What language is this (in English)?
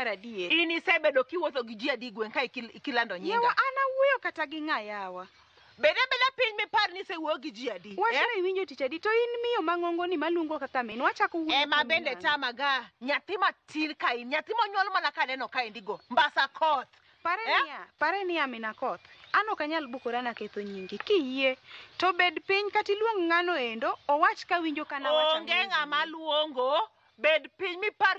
Luo (Kenya and Tanzania)